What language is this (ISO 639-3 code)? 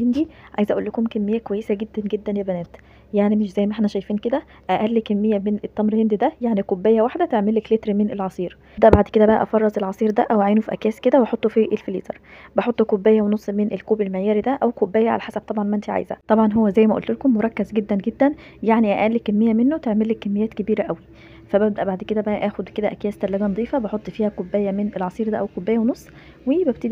arz